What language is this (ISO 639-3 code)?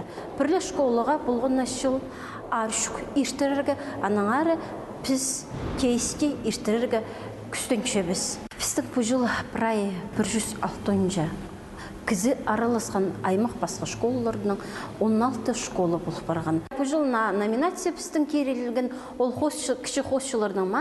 kjh